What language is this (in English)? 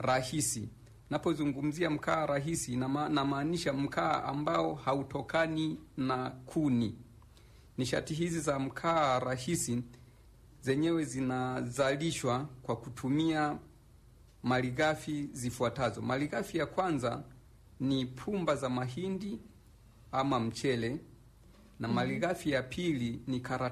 Swahili